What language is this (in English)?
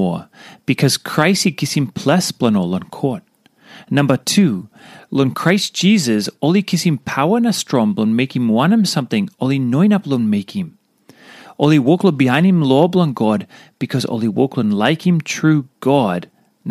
Tok Pisin